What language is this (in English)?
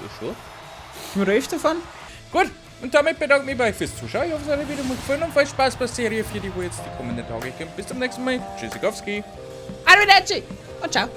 Bavarian